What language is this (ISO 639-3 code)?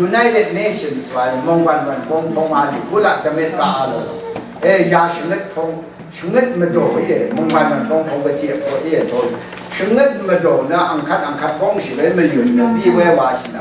raw